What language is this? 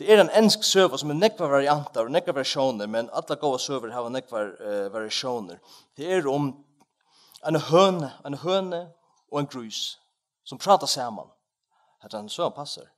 Faroese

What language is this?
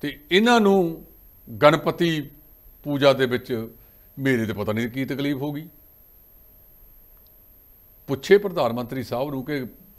Punjabi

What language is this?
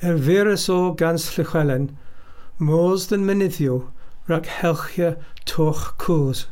Welsh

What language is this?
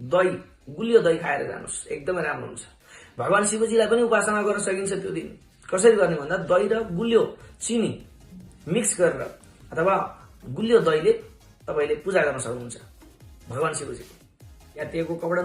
Nepali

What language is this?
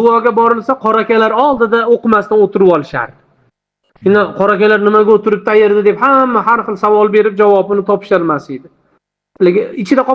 Uzbek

